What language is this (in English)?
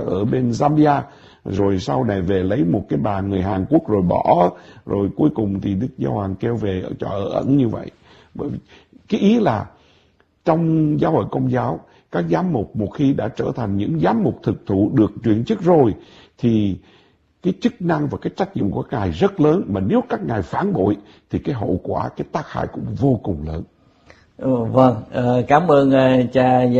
Vietnamese